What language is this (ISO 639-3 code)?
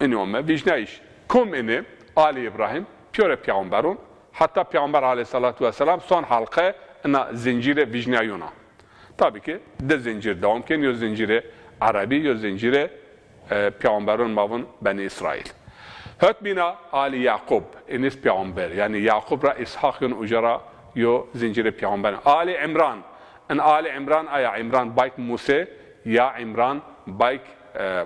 zza